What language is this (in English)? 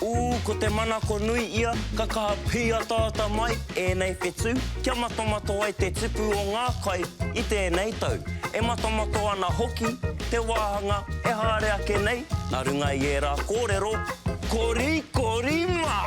Māori